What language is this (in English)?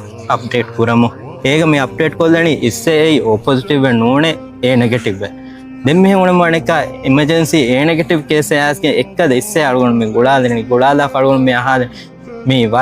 Divehi